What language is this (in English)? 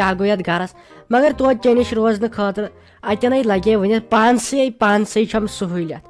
Kashmiri